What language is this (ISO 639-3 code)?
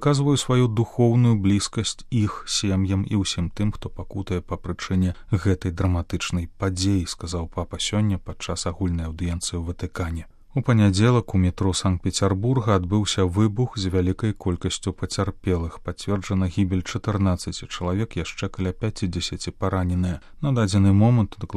bel